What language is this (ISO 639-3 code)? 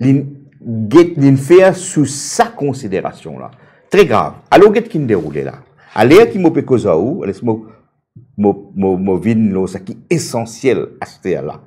mfe